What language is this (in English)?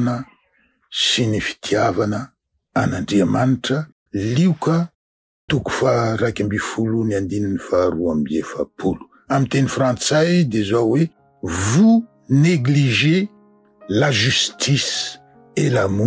Malagasy